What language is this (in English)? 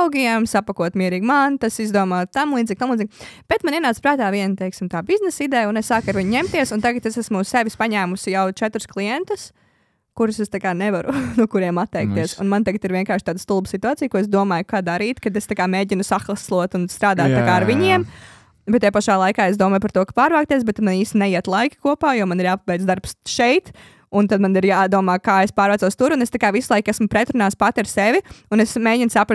Latvian